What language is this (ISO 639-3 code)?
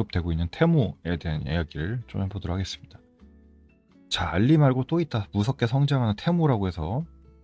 kor